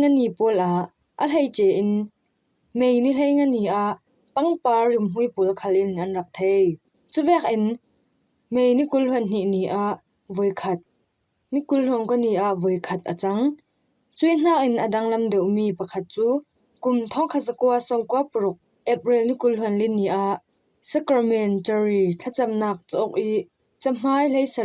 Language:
Falam Chin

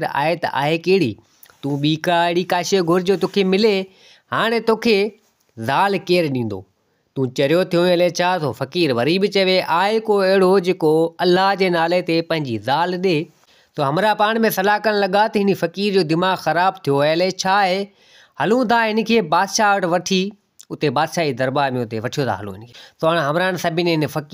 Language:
Sindhi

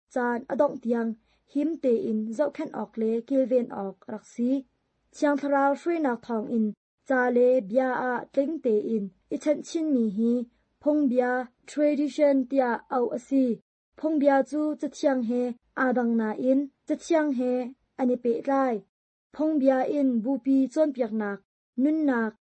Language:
Hakha Chin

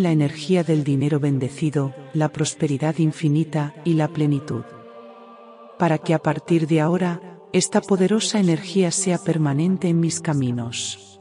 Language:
Spanish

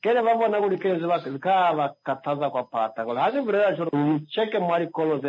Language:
Swahili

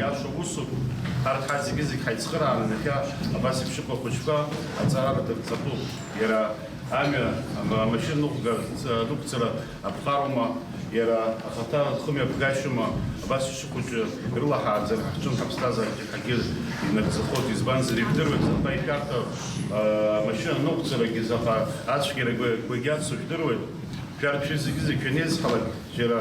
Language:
Abkhazian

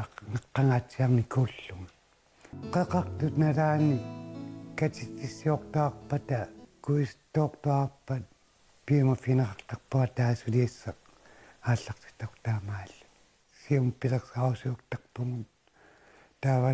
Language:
Kalaallisut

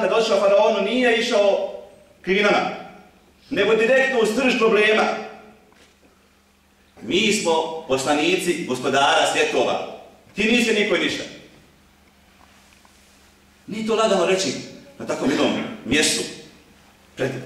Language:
Bosnian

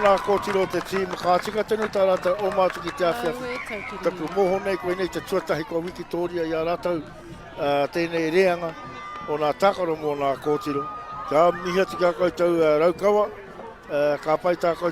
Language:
Māori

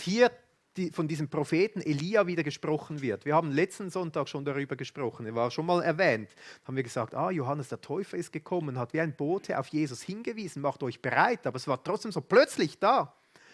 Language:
Swiss German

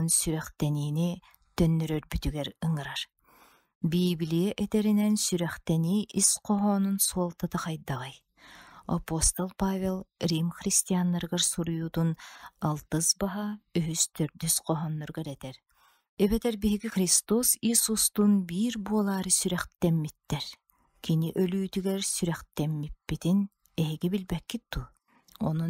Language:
Yakut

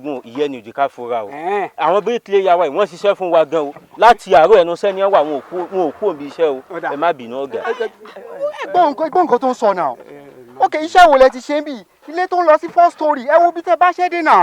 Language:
Yoruba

